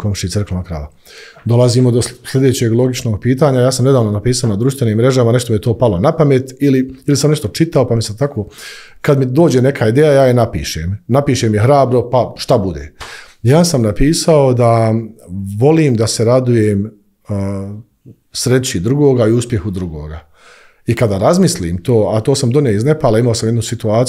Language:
Bosnian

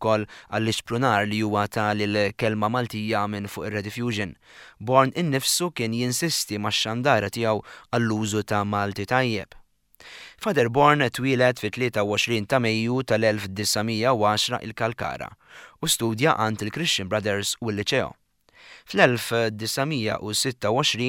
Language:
Maltese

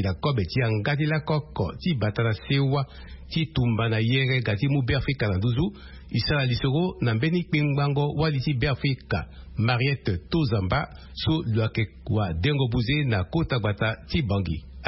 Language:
Sango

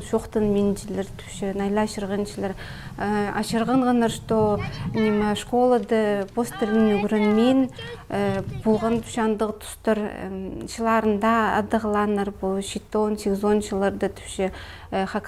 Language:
Khakas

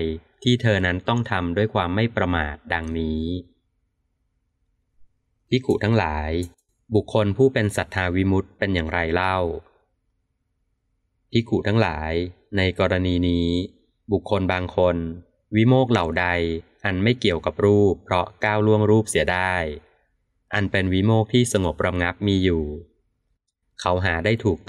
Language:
Thai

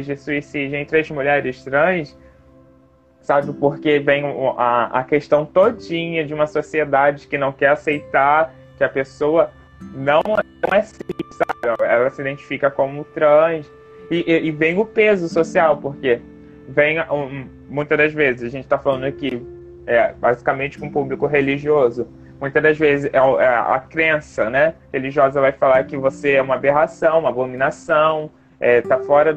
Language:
Portuguese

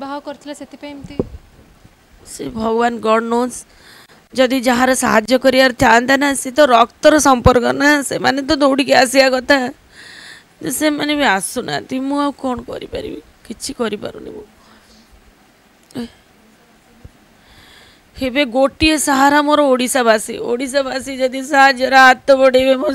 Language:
Odia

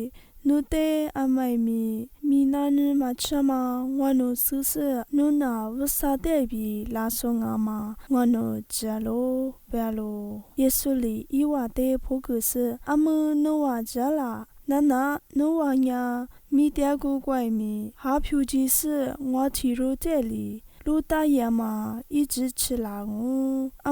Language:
Lisu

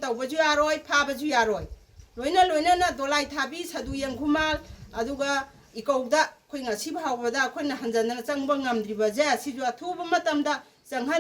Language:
Manipuri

